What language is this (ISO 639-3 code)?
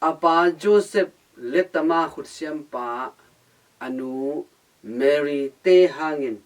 ctd